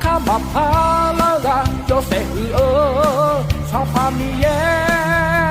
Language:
Akha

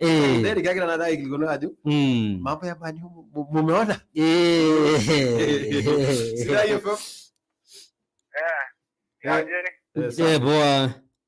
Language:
Masai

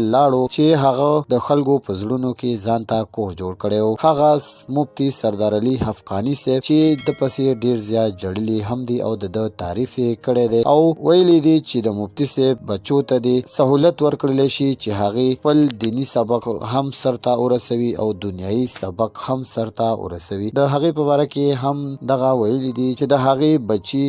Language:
Pashto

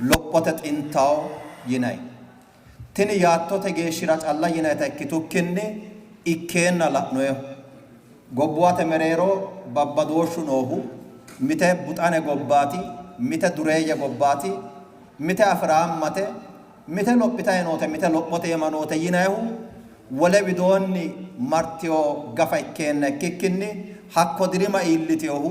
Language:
Sidamo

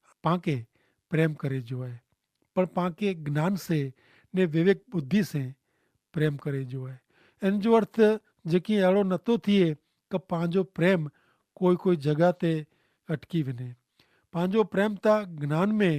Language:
Kachhi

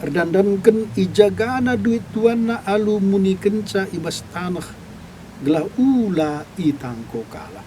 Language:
Batak Karo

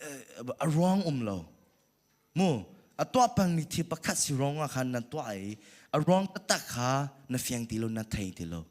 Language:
Hakha Chin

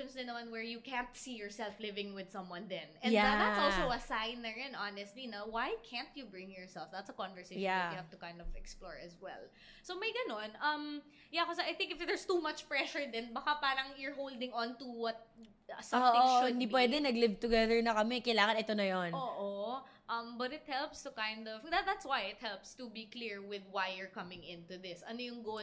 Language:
Filipino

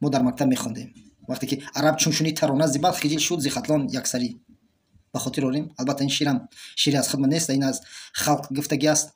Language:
Tajik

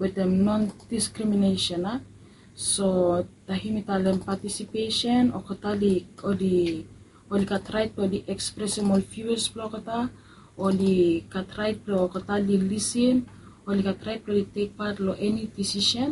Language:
Bislama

